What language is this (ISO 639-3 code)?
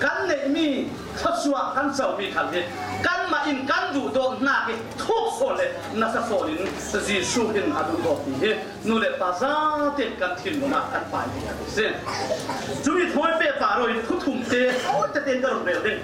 cfm